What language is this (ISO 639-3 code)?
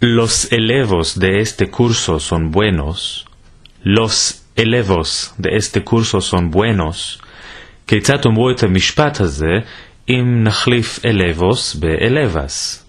lad